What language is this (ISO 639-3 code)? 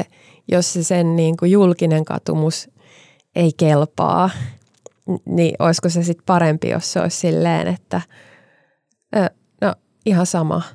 fin